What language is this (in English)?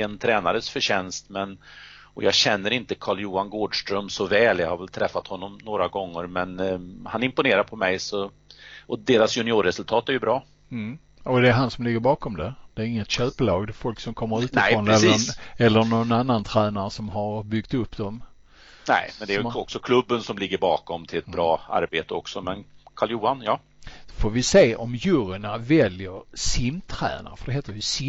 Swedish